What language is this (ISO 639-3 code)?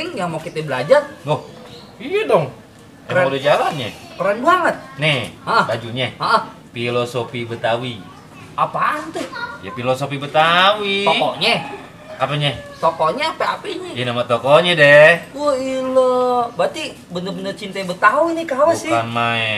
bew